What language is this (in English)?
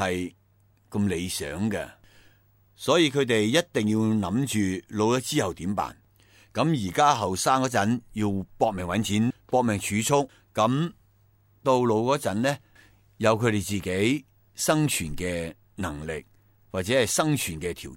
Cantonese